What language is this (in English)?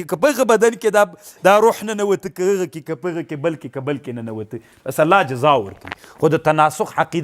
Pashto